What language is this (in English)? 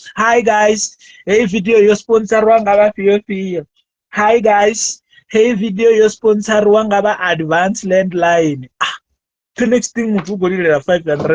Venda